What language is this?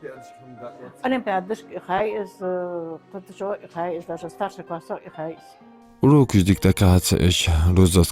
Ingush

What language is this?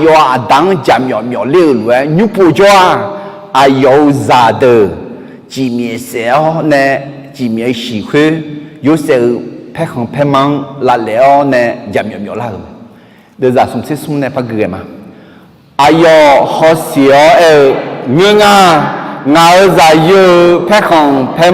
Akha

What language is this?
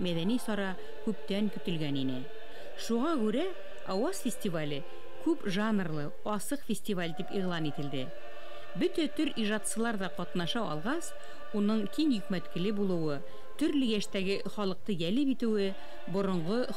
Bashkir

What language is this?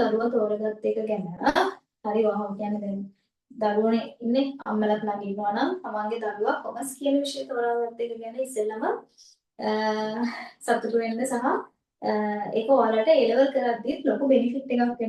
Sinhala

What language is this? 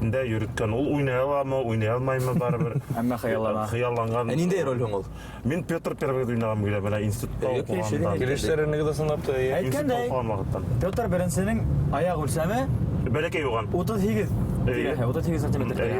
Bashkir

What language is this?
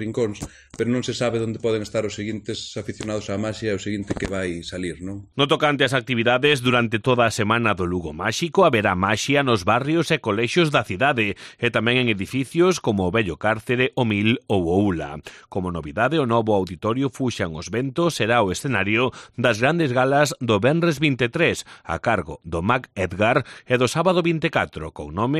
Galician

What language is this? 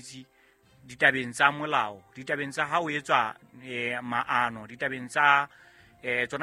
Southern Sotho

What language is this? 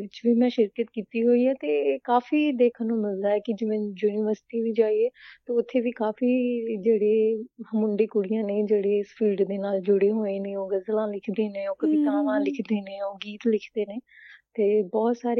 Punjabi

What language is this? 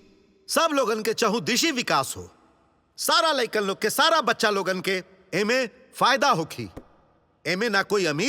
Bhojpuri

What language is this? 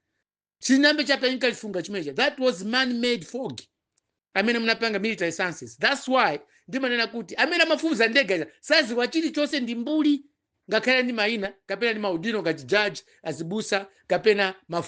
Nyanja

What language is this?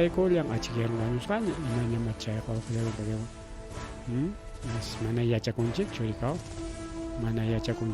Ayacucho Quechua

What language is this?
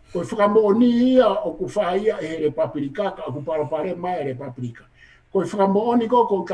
Tongan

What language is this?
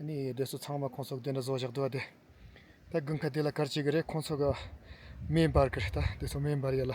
Tibetan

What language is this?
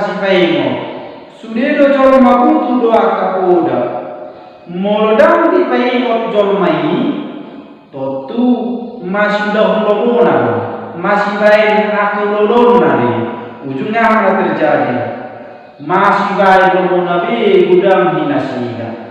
Batak Toba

